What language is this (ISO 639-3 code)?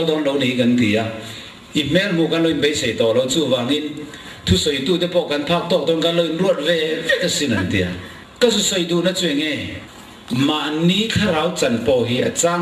lus